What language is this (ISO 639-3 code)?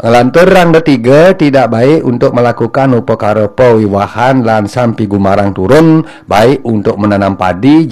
ban